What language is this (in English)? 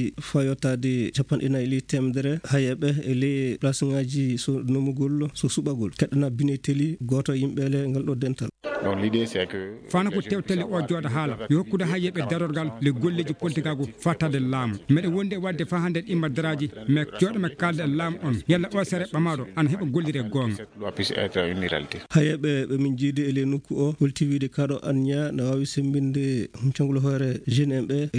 Fula